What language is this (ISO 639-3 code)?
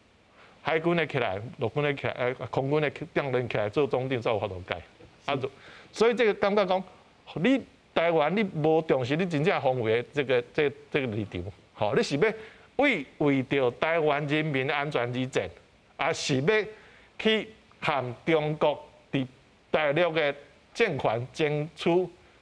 nan